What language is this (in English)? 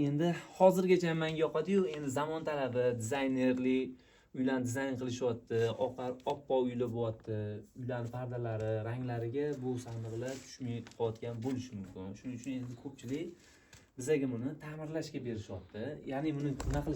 Uzbek